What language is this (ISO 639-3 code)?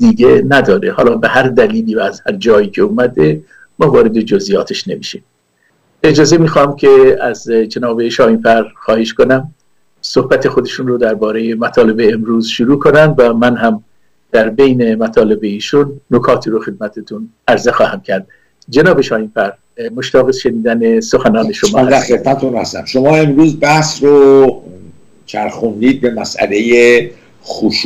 fas